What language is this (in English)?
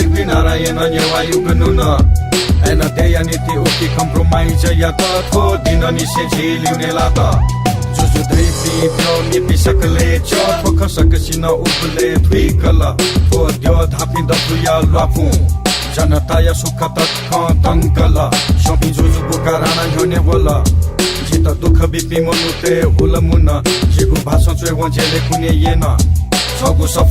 Newari